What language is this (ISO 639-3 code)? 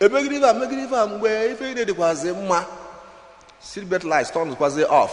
ibo